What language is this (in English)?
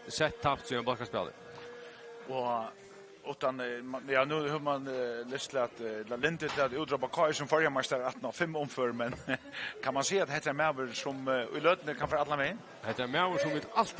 Faroese